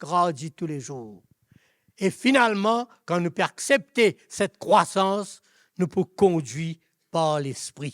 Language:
Morisyen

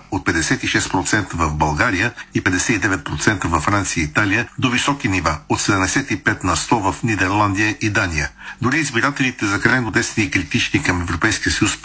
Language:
Bulgarian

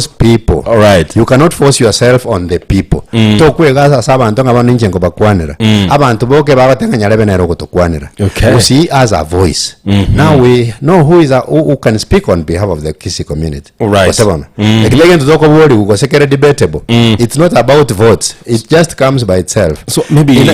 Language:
Gusii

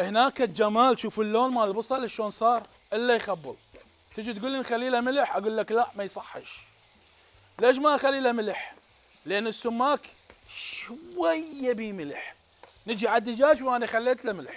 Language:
Mesopotamian Arabic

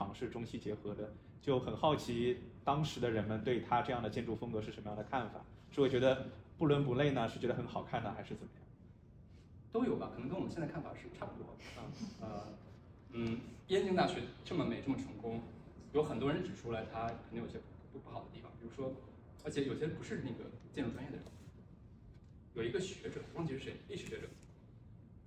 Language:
Chinese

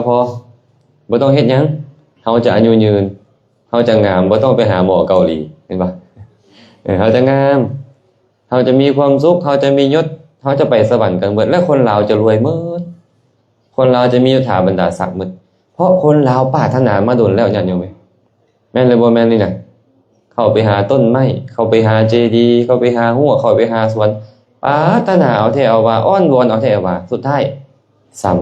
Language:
Lao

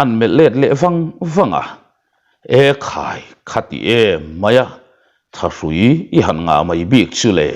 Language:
Mizo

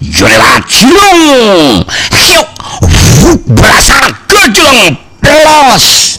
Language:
Sundanese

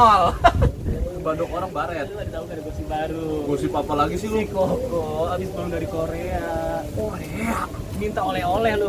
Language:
Betawi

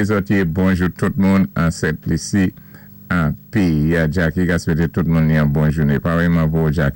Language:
Saint Lucian Creole French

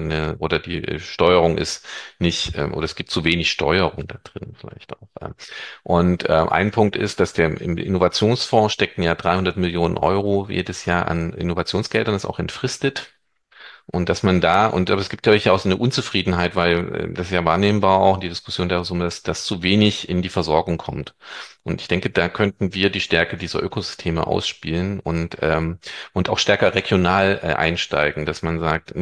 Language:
German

